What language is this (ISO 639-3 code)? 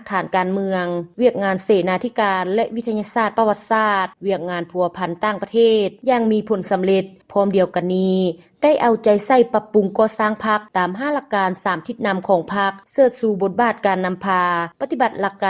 lao